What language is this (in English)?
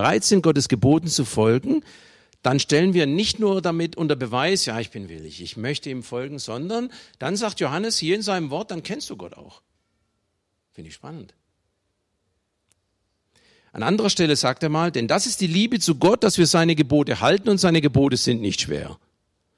German